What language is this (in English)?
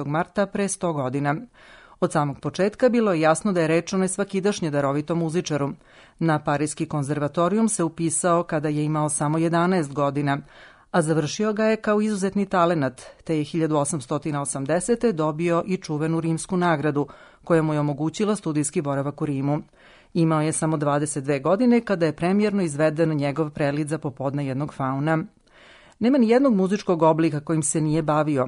Serbian